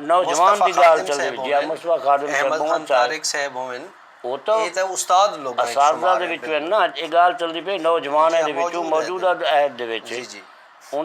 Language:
Saraiki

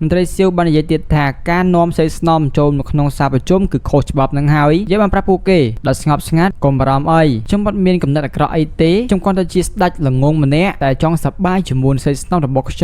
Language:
Khmer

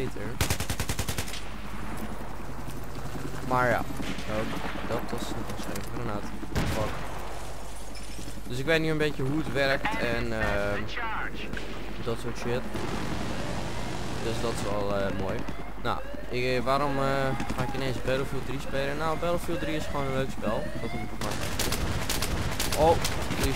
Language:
Dutch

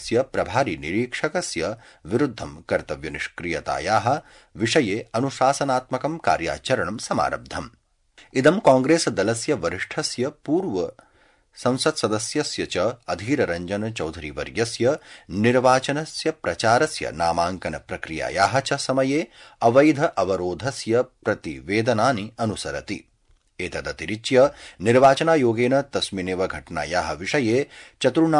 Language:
Sanskrit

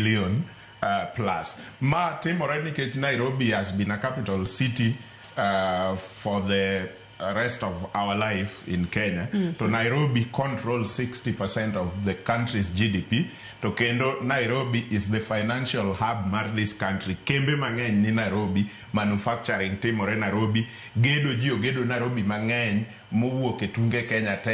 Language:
Luo (Kenya and Tanzania)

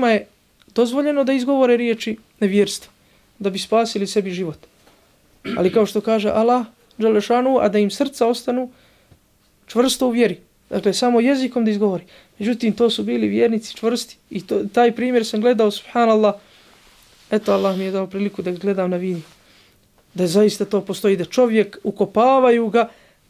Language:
Bosnian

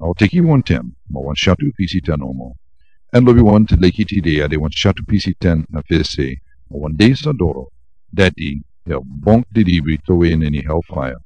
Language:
Sranan Tongo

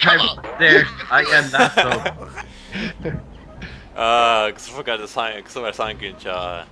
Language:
Faroese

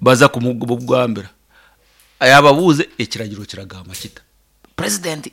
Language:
Nyankole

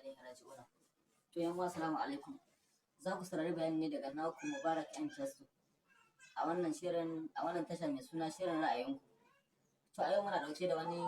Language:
Hausa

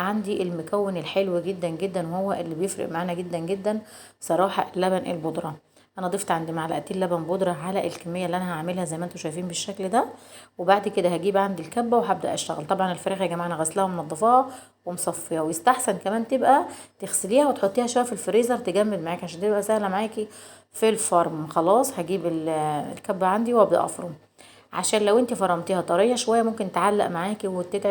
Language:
Egyptian Arabic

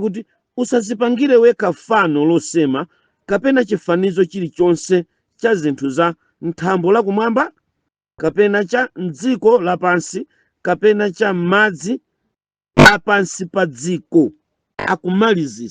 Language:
Nyanja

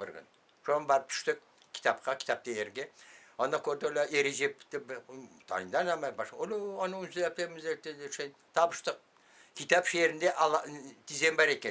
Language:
Crimean Tatar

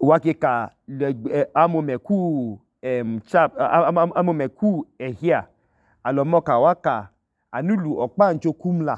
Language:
Idoma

